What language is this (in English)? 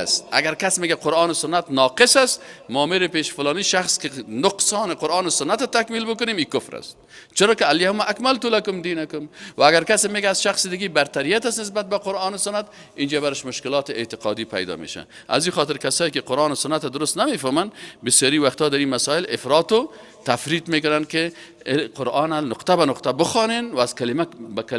Persian